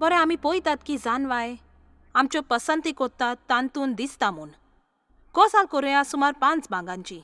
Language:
Konkani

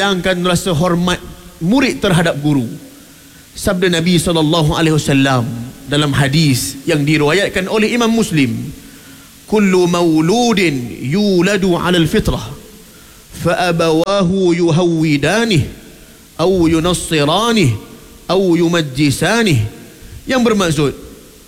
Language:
Malay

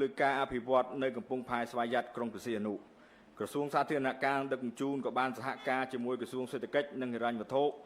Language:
Khmer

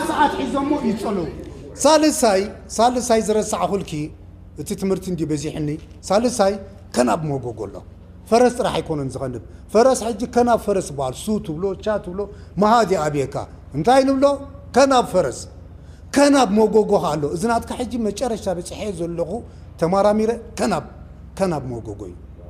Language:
Tigrinya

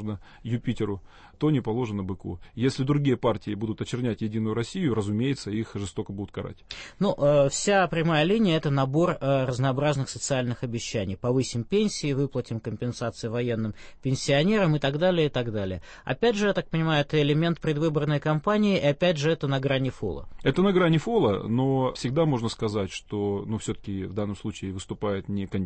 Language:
Russian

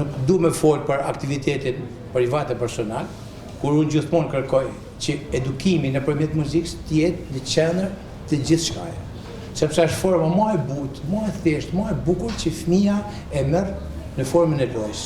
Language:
Albanian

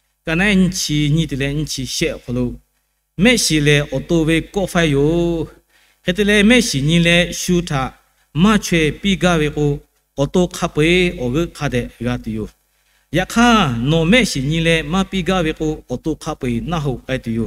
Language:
Lahu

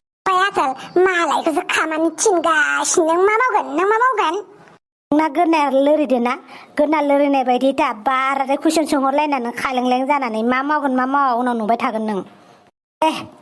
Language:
Bodo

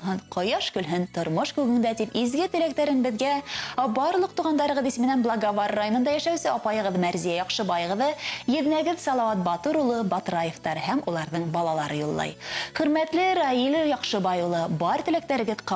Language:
Bashkir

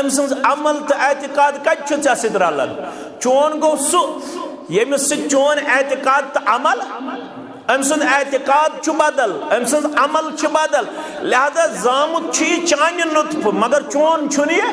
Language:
Kashmiri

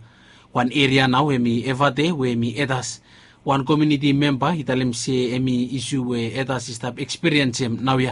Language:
Bislama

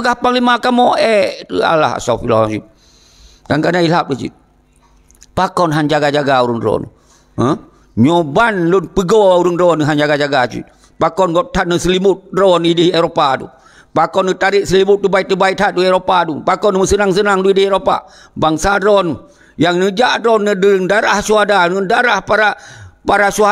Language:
Achinese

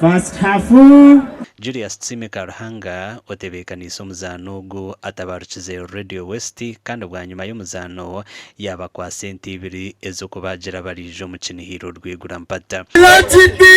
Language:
Nyankole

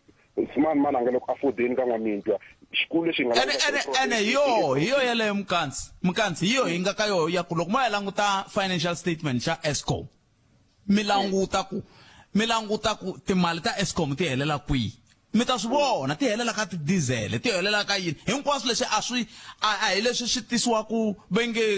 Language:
Tsonga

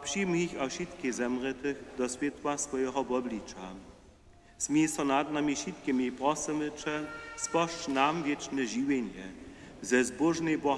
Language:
Upper Sorbian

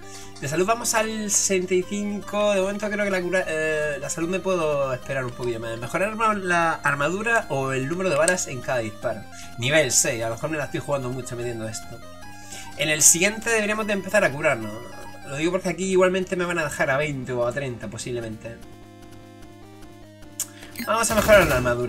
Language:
Spanish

